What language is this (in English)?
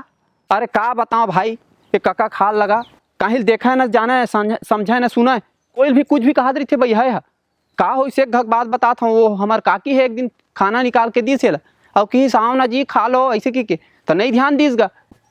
Chhattisgarhi